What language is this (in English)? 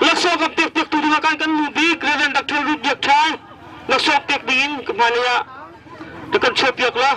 Hakha Chin